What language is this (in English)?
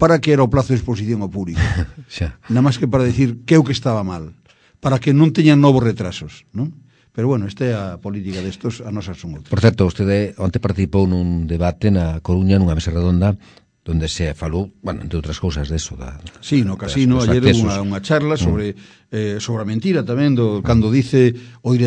Galician